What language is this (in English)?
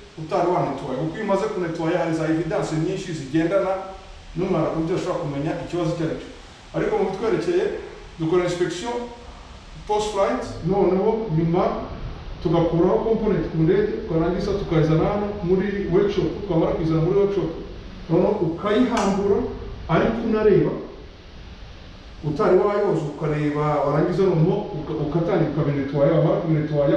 Kinyarwanda